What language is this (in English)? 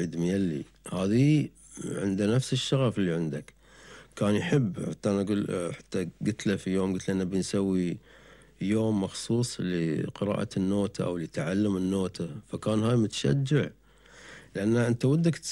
Gulf Arabic